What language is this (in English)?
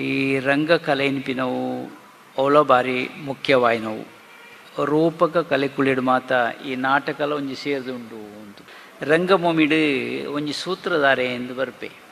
Tulu